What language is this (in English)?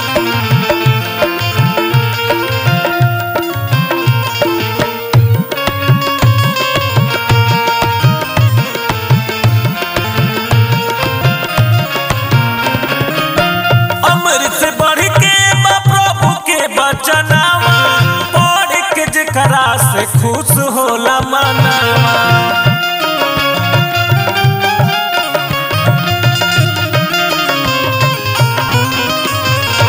Bhojpuri